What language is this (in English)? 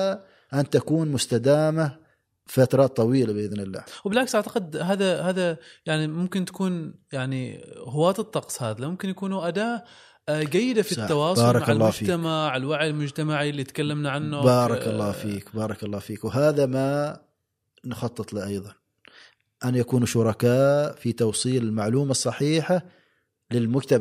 Gulf Arabic